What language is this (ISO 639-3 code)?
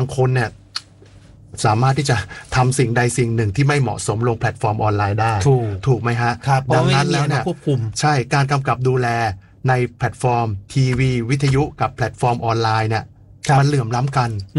tha